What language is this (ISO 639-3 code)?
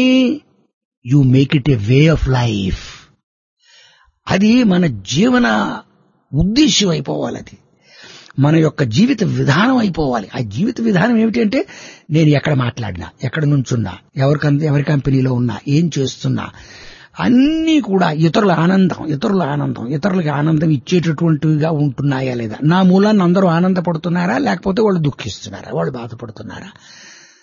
tel